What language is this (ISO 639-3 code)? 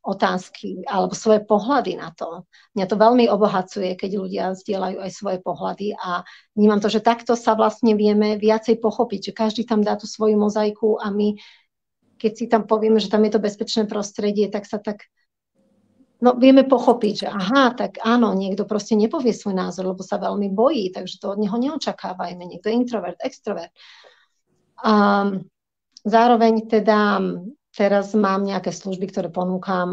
slk